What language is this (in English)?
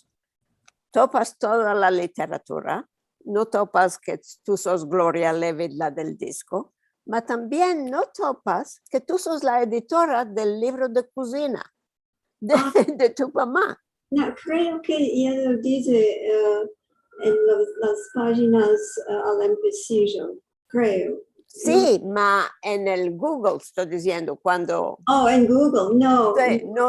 Ladino